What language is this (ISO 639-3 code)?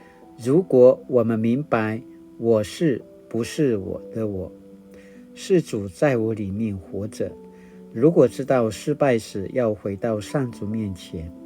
pwn